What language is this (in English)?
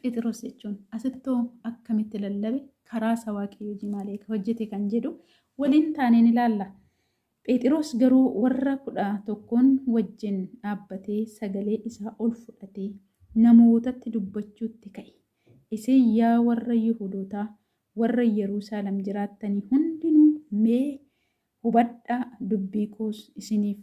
Oromo